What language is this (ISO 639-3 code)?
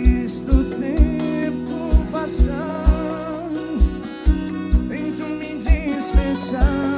por